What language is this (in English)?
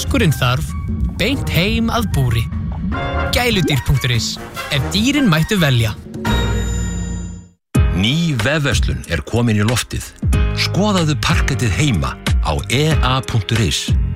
Icelandic